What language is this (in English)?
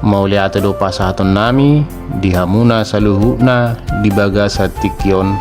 Batak Toba